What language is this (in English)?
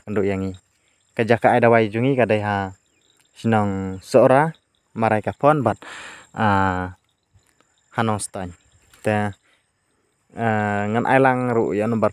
Khasi